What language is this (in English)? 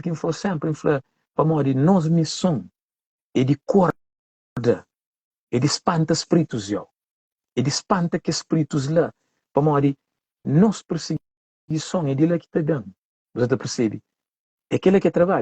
Kabuverdianu